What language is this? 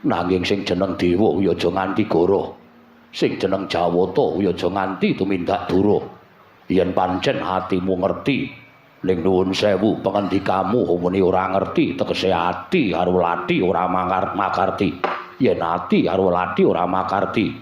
Javanese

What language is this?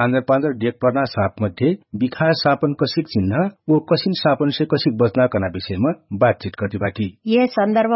Dangaura Tharu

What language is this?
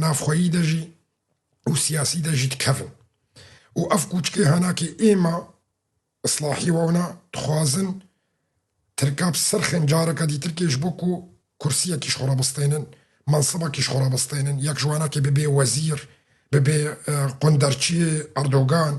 Kurdish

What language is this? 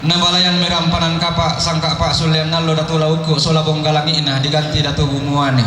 Toraja-Sa'dan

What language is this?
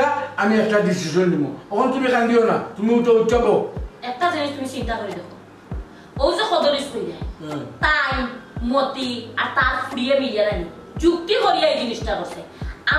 Sylheti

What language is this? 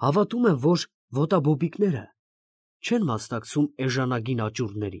Armenian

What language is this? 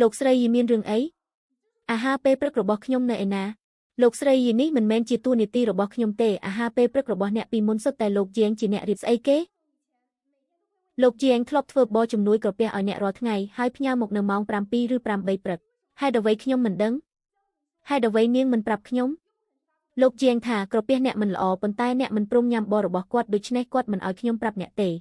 Khmer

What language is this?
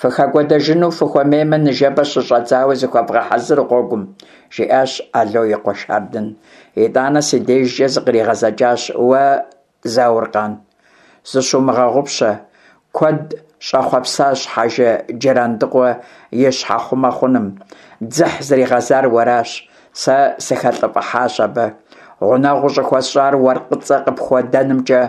Kabardian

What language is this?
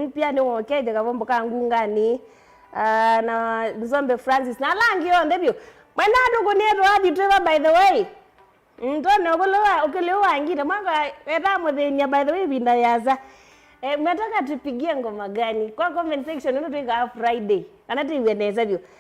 Kamba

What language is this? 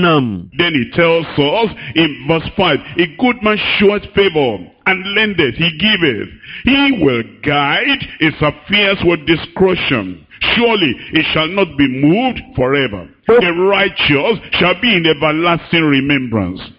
Ewe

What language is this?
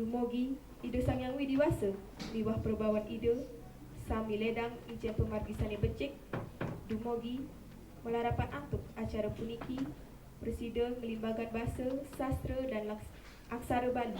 Balinese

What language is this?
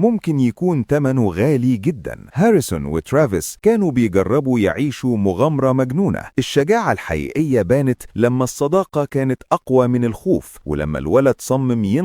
Egyptian Arabic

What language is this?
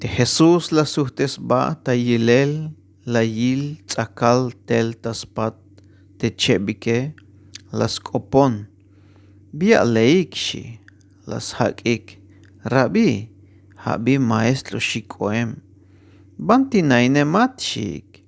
Tzeltal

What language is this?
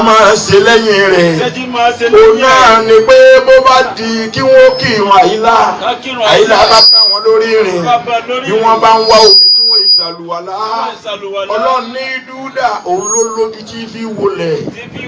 Yoruba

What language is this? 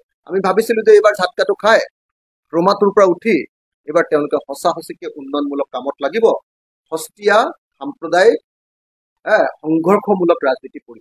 Assamese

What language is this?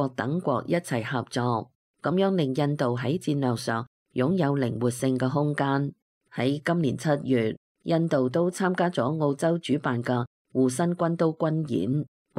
Cantonese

